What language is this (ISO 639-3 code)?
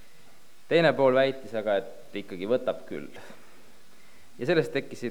est